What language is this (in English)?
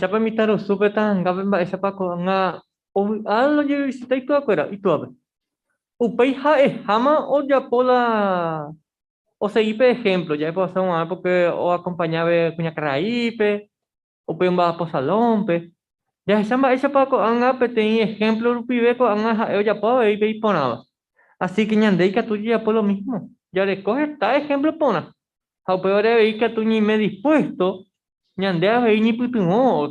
Guarani